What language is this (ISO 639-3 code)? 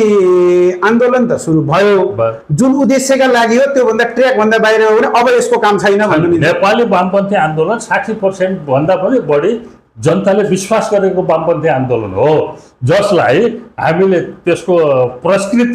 nep